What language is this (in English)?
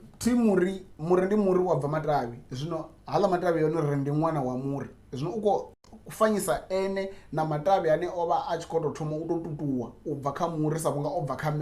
Venda